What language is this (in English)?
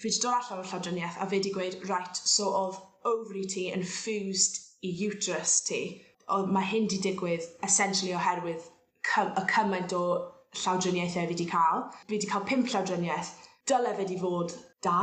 Welsh